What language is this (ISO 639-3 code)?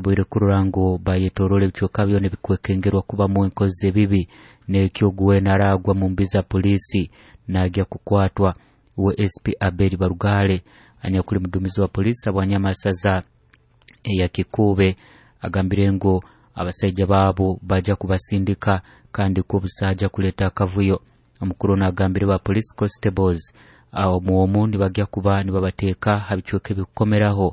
nyo